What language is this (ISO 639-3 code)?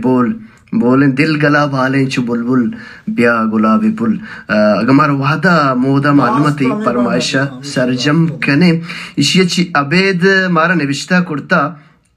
bal